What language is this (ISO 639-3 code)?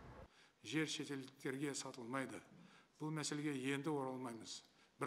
kaz